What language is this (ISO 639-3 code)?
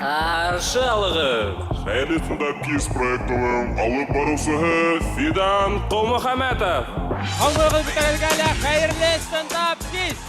bak